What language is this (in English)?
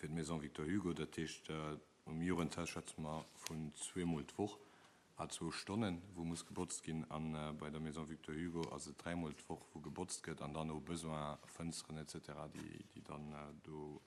Luxembourgish